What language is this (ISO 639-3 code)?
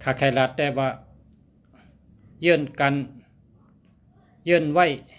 shn